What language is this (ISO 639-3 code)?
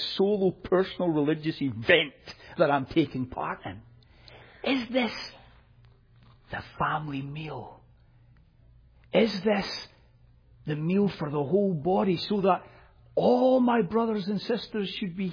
eng